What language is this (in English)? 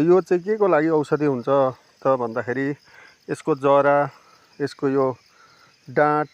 Nepali